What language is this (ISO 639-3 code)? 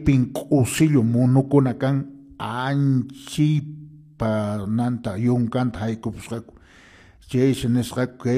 que